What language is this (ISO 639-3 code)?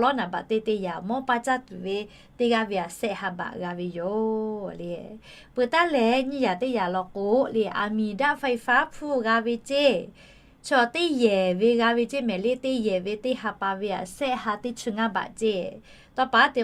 lhu